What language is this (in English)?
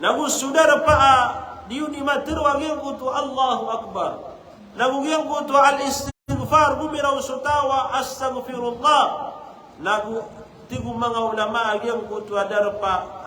Maranao